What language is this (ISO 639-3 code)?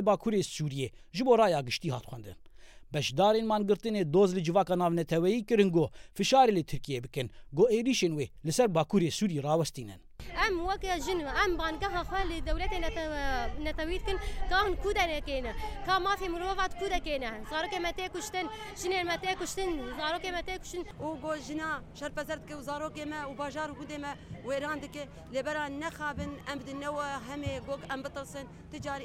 kur